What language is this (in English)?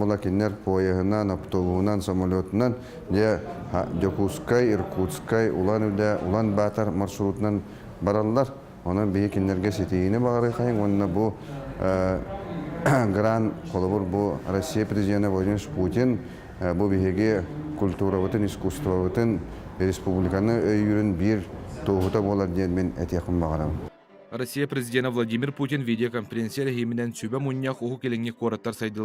Yakut